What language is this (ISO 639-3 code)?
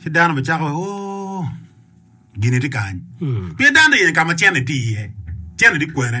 ach